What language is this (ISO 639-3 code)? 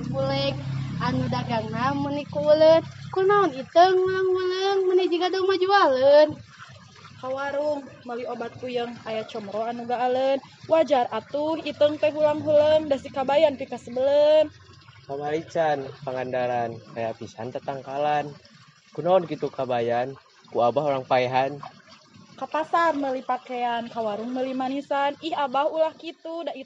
sun